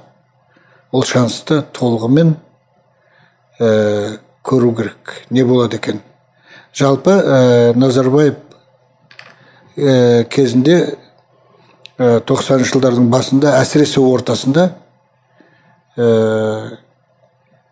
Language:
Kazakh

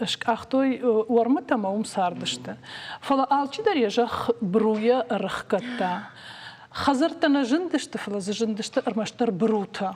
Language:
Ossetic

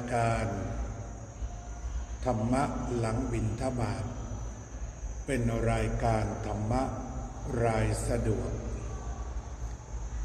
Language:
Thai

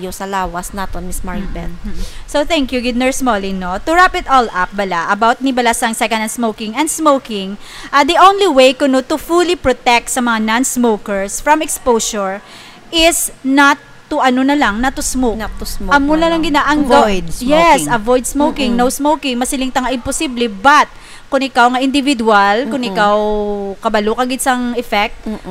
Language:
Hiligaynon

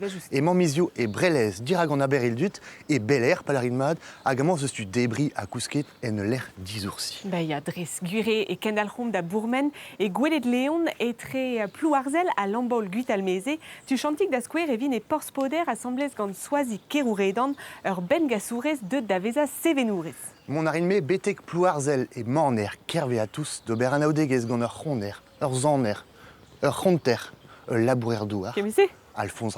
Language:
Breton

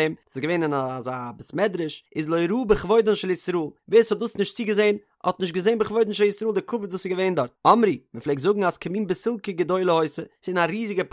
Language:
Yiddish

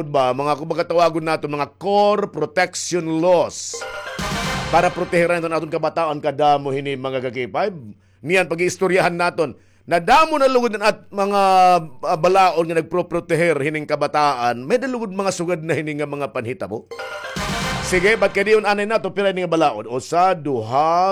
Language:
Waray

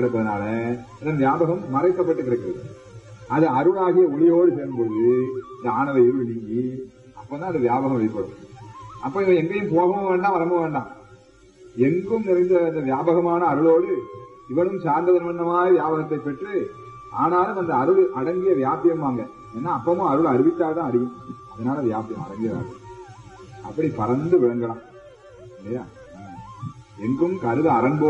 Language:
Tamil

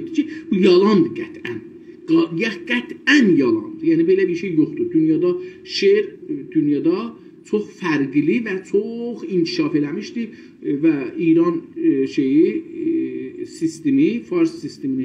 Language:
South Azerbaijani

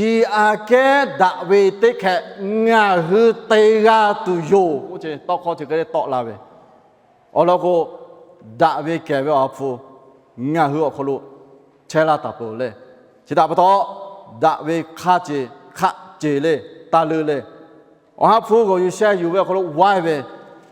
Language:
Lahu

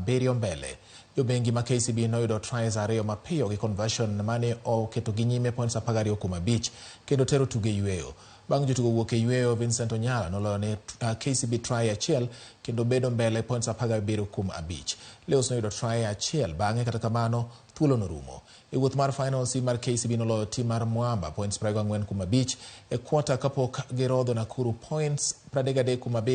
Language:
Luo (Kenya and Tanzania)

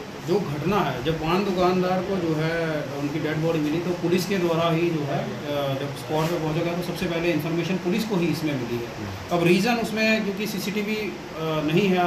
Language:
Hindi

